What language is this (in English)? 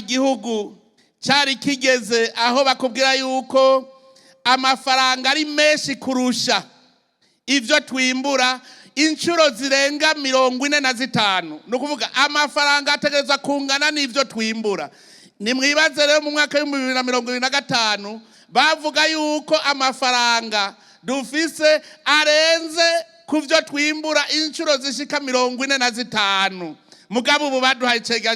Rundi